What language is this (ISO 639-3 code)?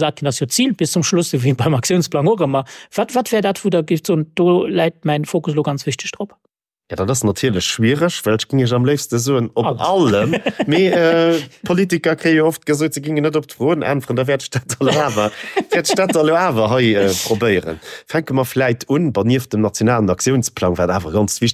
ltz